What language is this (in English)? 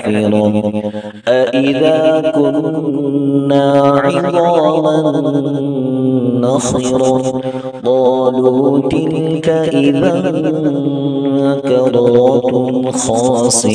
Arabic